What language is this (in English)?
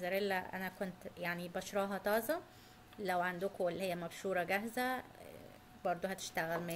Egyptian Arabic